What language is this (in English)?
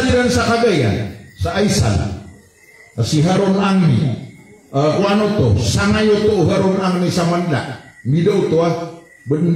Maranao